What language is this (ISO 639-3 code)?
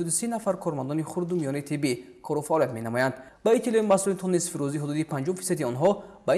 tgk